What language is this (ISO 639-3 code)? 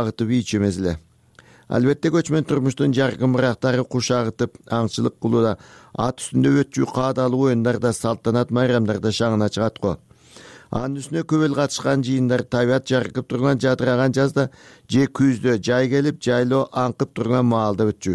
kir